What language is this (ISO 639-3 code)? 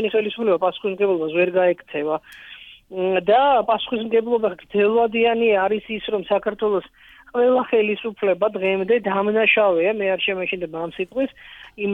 kat